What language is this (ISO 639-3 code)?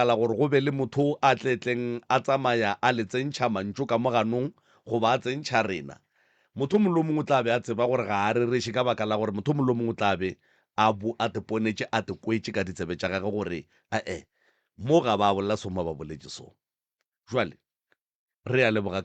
nso